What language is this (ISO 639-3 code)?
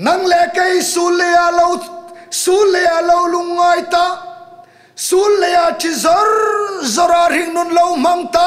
hmr